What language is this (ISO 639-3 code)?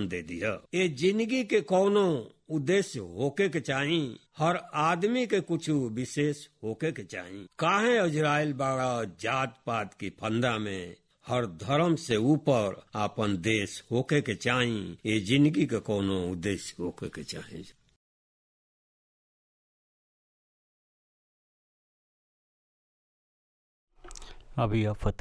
bho